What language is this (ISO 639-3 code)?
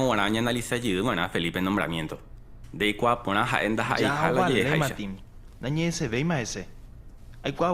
grn